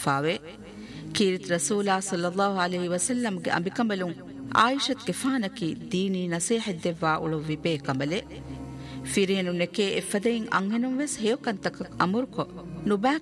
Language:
Divehi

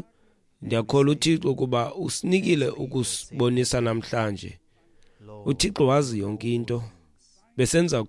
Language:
Xhosa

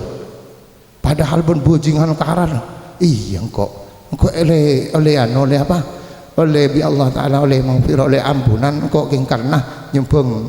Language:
Madurese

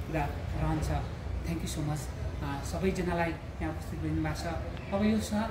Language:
Nepali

